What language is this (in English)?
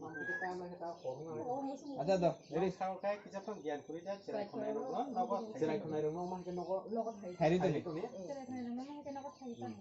Kok Borok